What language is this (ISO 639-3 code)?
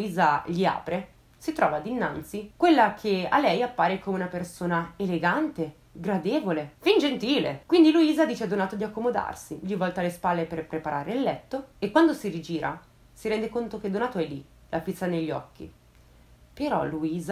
ita